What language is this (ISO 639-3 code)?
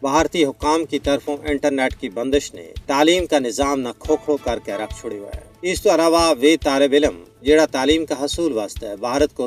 gju